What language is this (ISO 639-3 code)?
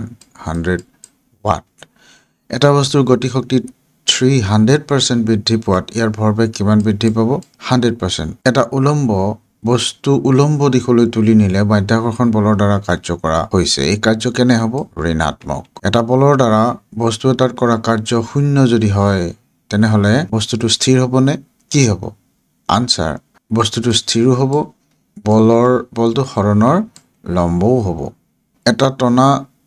asm